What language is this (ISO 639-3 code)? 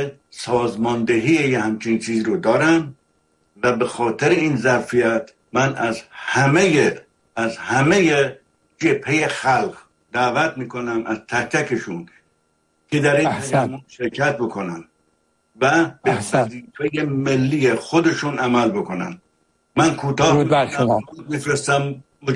fas